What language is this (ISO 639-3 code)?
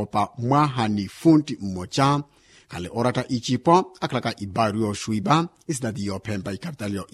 vmw